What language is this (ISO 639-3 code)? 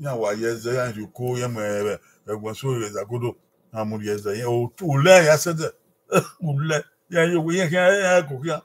bin